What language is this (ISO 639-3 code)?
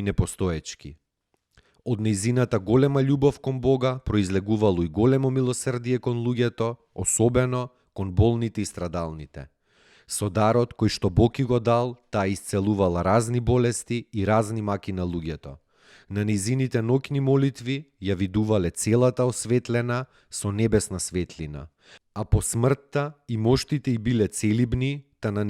mkd